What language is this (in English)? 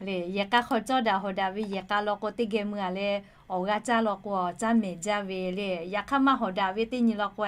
Lahu